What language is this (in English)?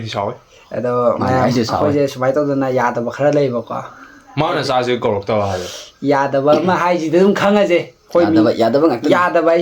Manipuri